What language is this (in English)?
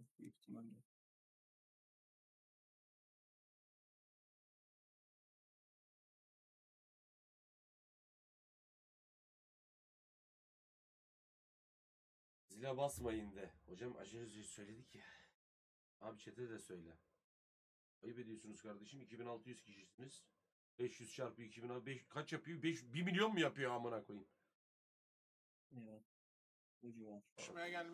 Turkish